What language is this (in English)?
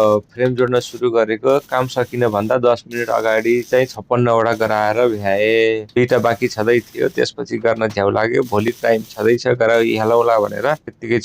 Nepali